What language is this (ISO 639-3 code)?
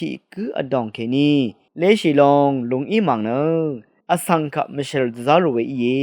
raw